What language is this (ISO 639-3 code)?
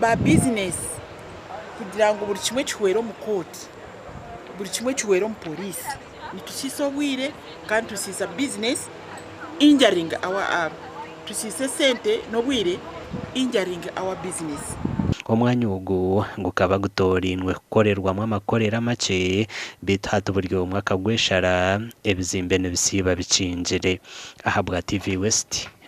nyn